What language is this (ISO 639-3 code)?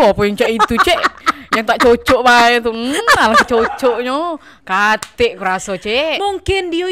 mui